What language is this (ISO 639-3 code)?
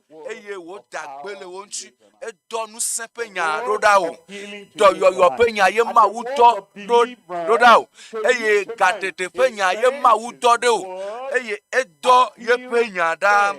ewe